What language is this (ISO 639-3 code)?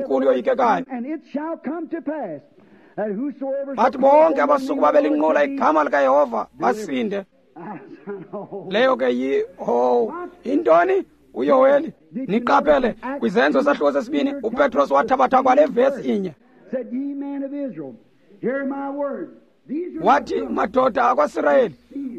xho